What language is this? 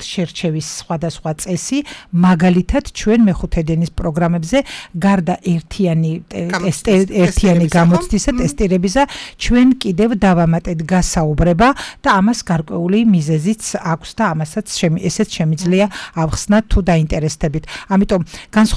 Georgian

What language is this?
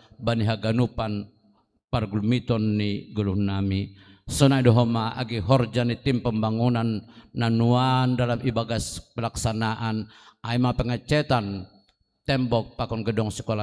Batak Simalungun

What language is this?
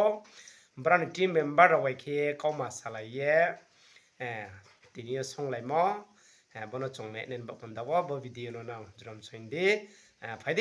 Riang (India)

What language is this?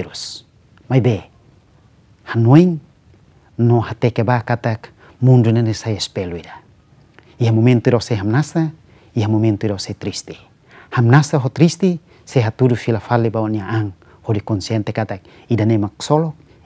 Tetum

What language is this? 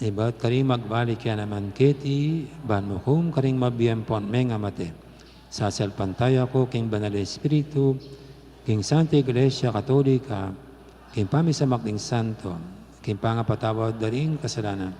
Pampanga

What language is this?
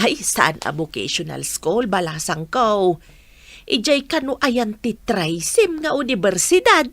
Iloko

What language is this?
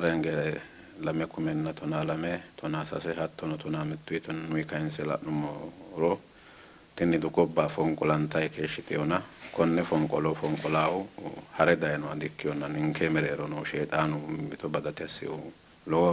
Sidamo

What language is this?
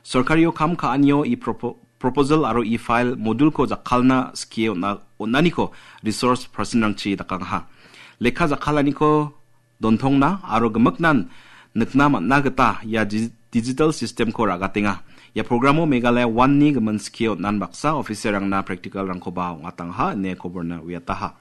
Garo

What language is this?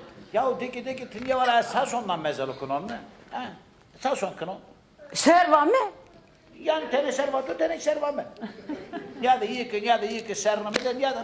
Zaza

